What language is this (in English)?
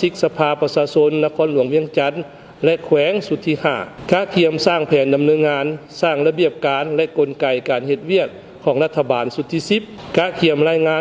Lao